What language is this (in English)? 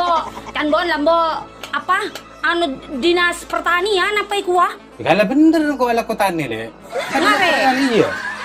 Madurese